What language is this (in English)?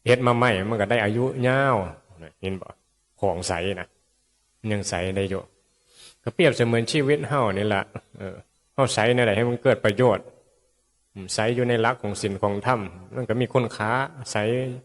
Northeastern Thai